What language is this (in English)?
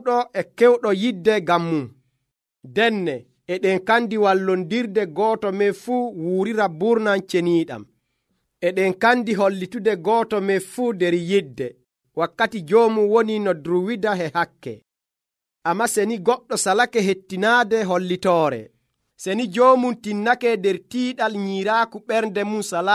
Nigerian Fulfulde